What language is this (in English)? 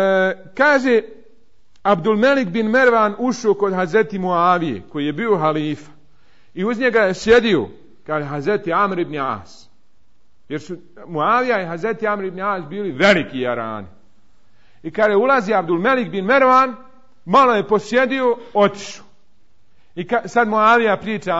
Bosnian